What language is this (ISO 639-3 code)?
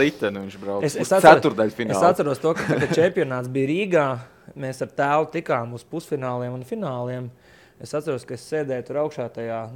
lav